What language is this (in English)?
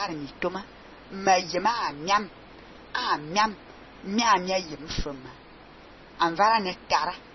Fang